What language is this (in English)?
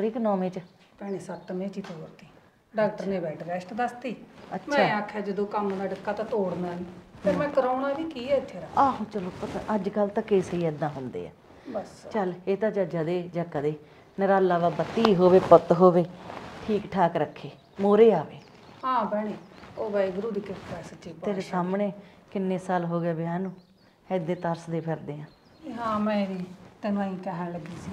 Punjabi